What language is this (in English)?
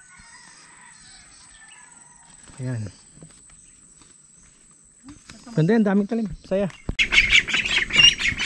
Filipino